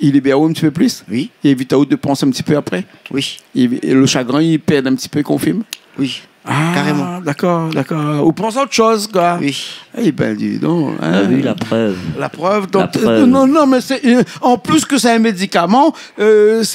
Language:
Réunion Creole French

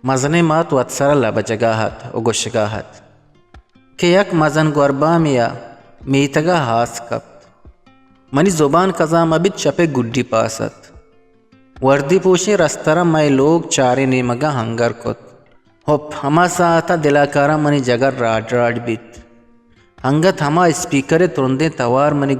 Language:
Eastern Balochi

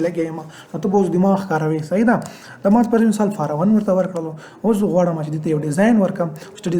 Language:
Pashto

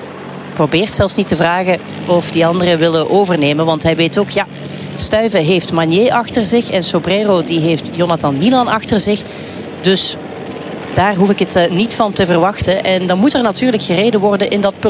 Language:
Dutch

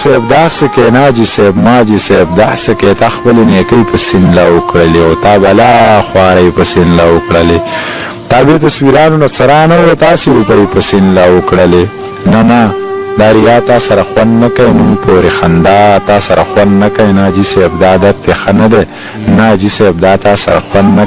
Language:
Pashto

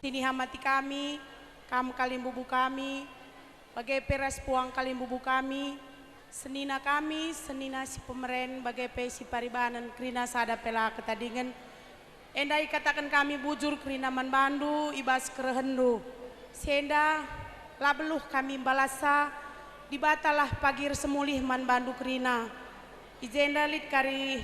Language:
Batak Karo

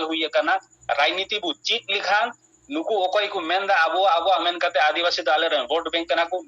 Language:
Santali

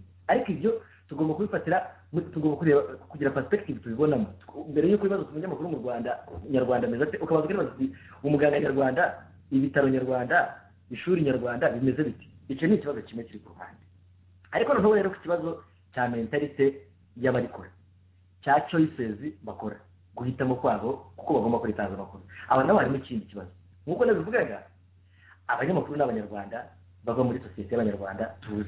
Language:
Kinyarwanda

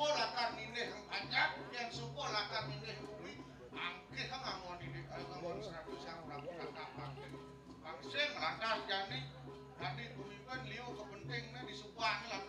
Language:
Balinese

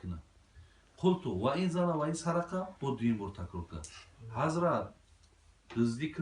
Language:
Tajik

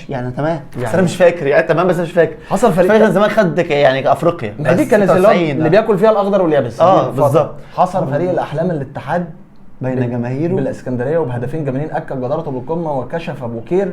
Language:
Egyptian Arabic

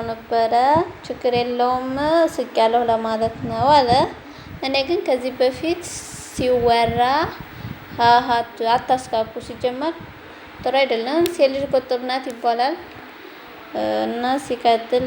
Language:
Amharic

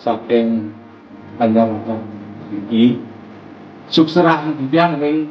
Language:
Balinese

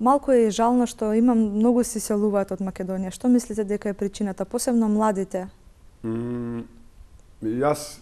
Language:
Macedonian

